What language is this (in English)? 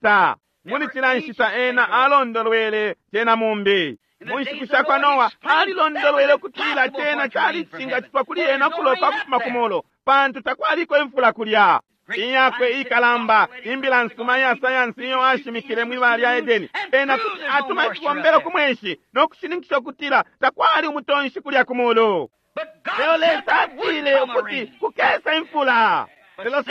Bemba